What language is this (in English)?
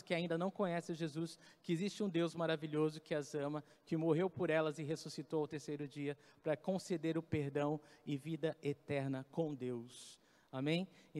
Portuguese